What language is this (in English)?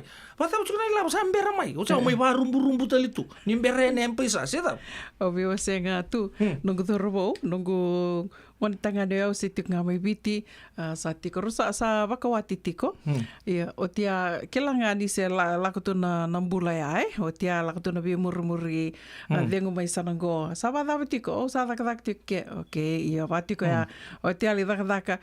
Fijian